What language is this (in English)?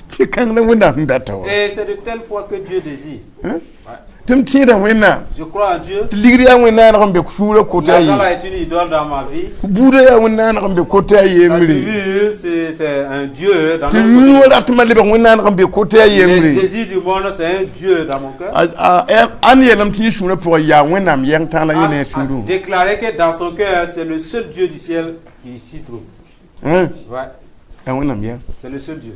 Mossi